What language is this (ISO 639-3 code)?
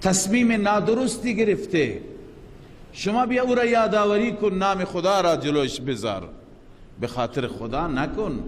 fas